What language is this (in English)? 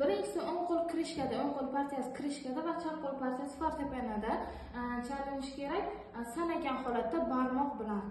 Uzbek